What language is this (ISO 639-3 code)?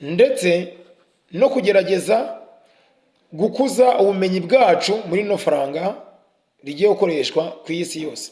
kin